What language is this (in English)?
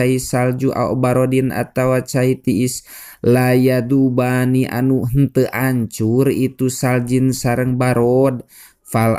Sundanese